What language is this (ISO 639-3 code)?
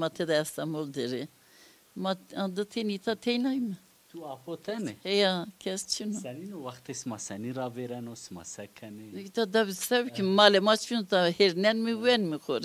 zza